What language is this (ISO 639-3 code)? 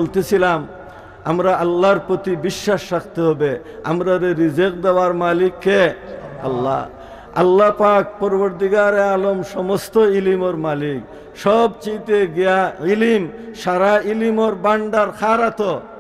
syl